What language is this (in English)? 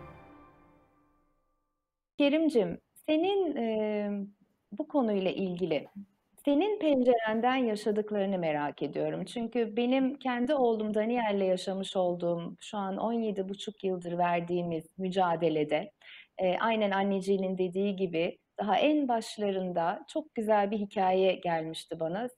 Turkish